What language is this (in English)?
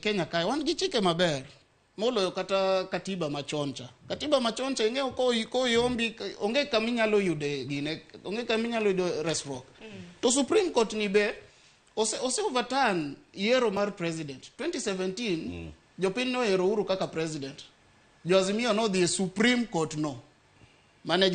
Luo (Kenya and Tanzania)